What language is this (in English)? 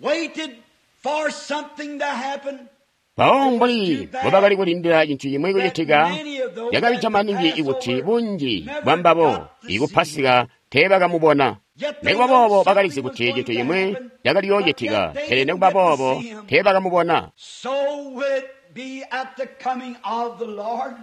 Tonga (Zambia)